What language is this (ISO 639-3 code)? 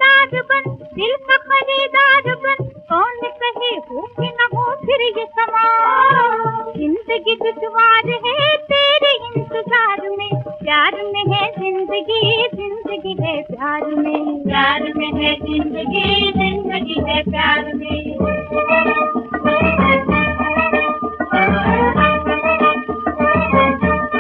hin